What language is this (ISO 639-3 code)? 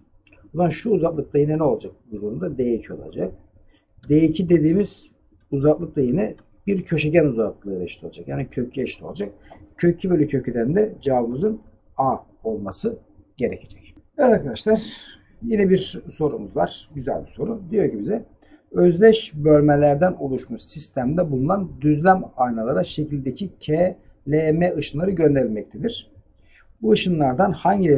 tur